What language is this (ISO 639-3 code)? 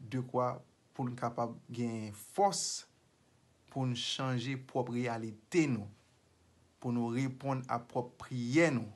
hat